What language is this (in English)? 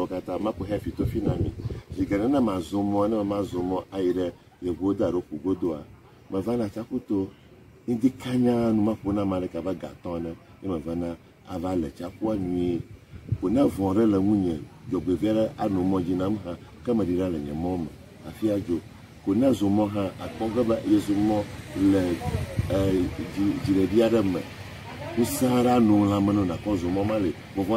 Ewe